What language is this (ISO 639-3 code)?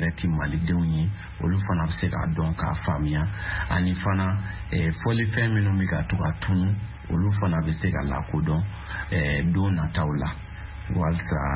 bam